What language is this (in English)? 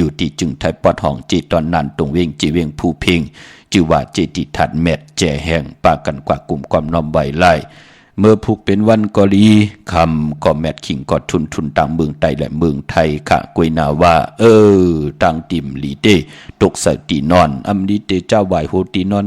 Shan